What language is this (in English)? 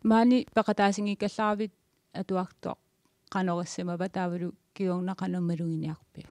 Kalaallisut